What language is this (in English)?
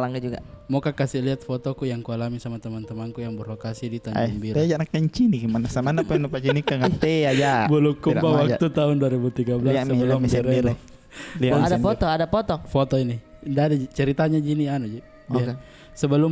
Makassar Malay